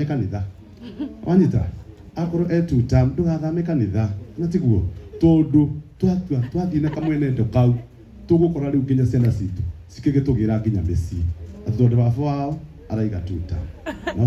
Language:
Kikuyu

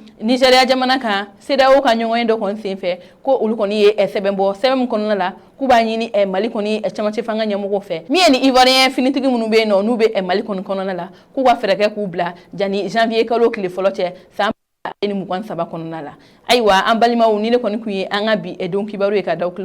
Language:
Bambara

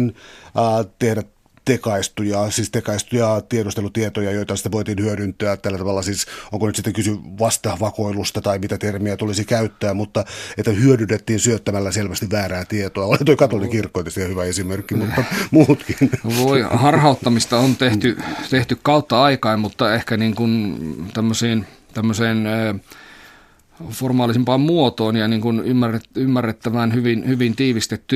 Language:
Finnish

